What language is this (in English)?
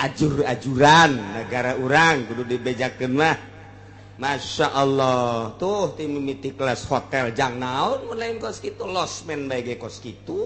Sundanese